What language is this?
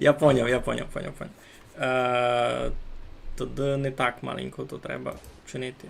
Rusyn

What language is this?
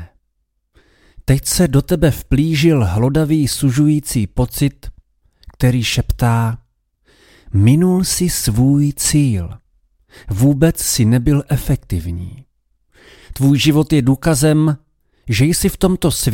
Czech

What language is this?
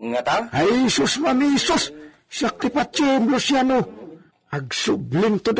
Iloko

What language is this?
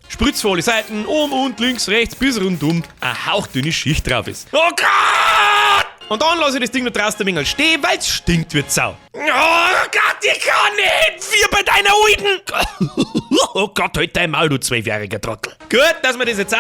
Bavarian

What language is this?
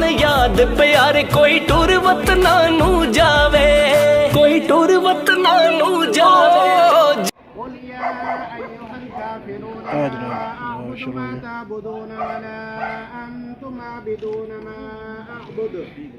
Pahari-Potwari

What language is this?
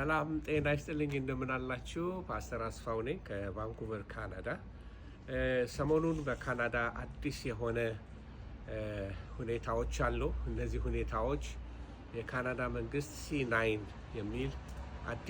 Amharic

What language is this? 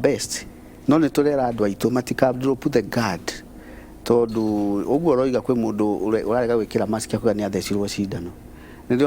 Kikuyu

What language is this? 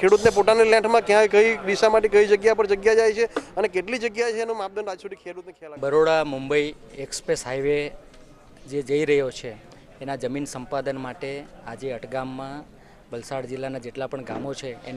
Gujarati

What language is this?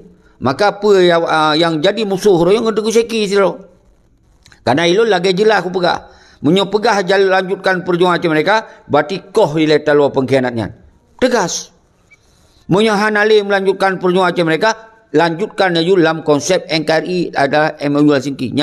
Achinese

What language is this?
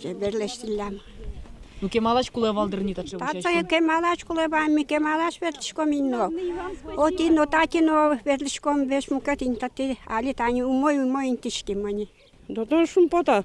Udmurt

